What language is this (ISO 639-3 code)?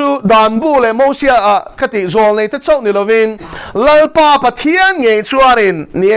lus